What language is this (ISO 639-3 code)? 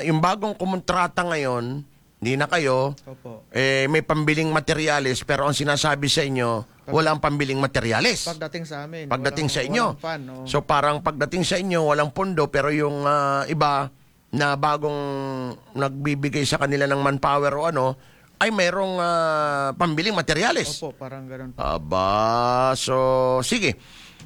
fil